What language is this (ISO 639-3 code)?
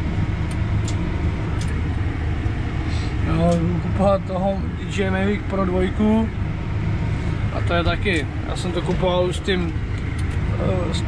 ces